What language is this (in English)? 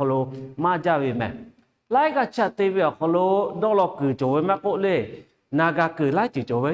Lahu